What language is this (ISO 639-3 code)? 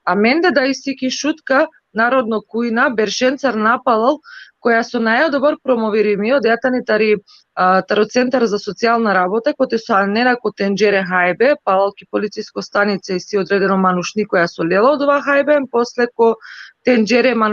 rmn